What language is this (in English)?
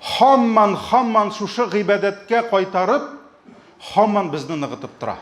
Tatar